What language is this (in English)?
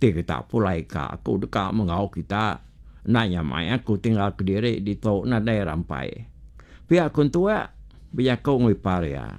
Iban